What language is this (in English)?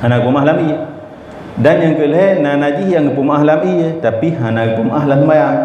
Achinese